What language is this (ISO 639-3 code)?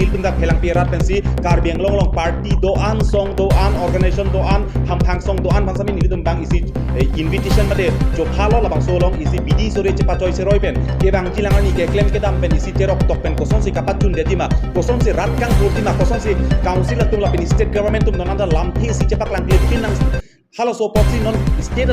mjw